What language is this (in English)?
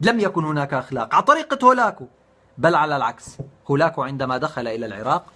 North Levantine Arabic